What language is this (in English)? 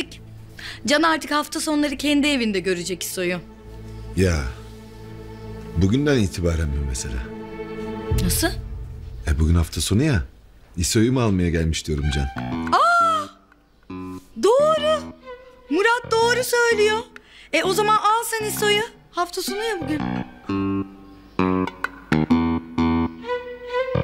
Turkish